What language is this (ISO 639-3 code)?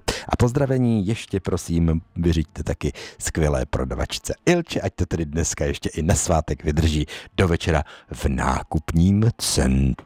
ces